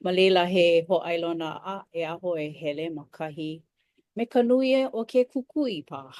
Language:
Hawaiian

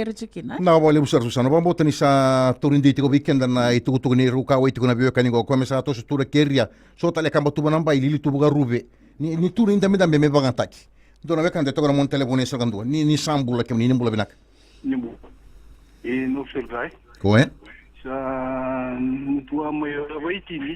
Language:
Fijian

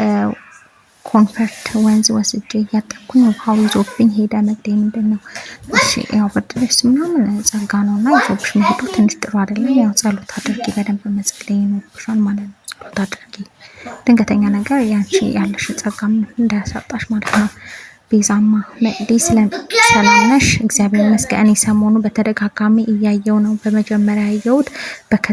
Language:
Amharic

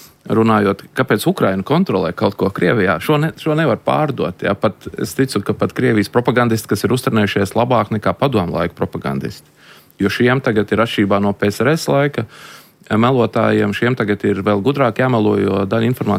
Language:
Latvian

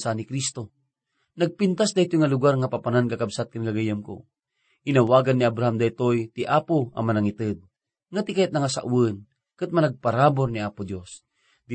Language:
Iloko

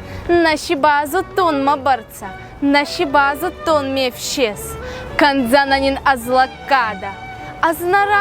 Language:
Ossetic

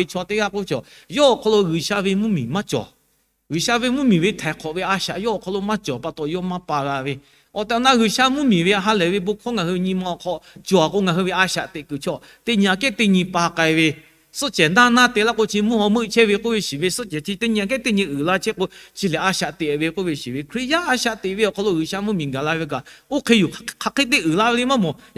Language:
Lahu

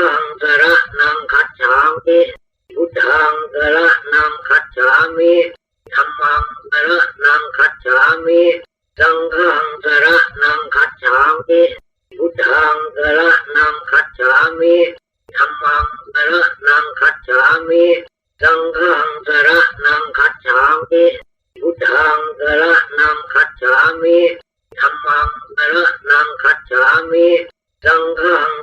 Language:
Pali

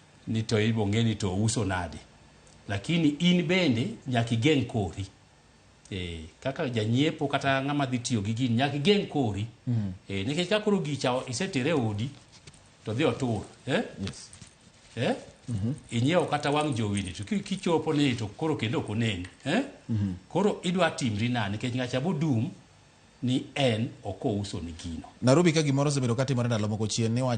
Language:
Luo (Kenya and Tanzania)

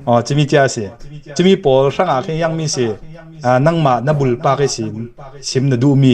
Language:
Hakha Chin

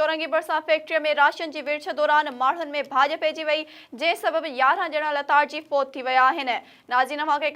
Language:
Sindhi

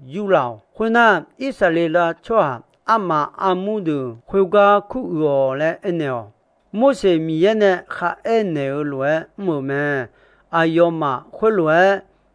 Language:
Akha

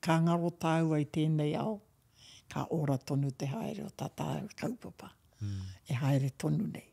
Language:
Māori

